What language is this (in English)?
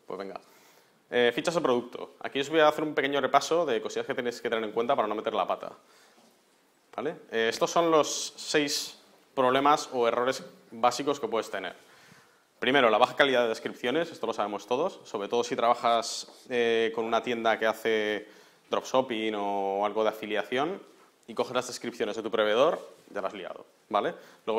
Spanish